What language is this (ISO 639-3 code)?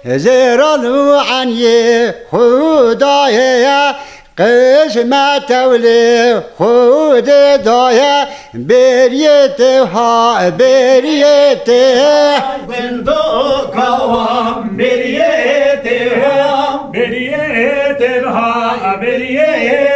kur